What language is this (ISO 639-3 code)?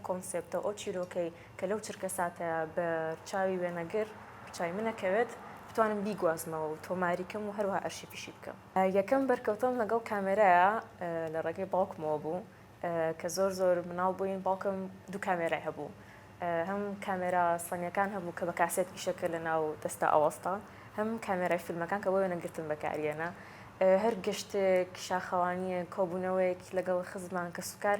ckb